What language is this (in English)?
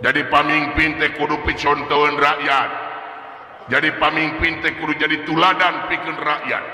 Sundanese